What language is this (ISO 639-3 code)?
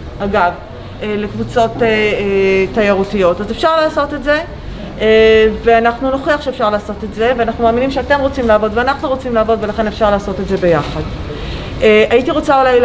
heb